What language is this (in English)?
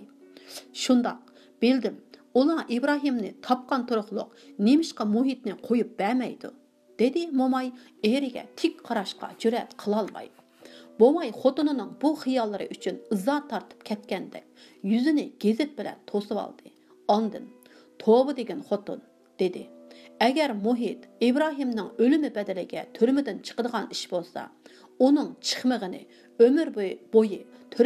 Uyghur